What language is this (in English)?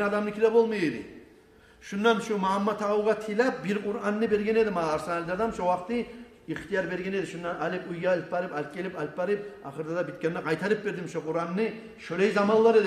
Kumyk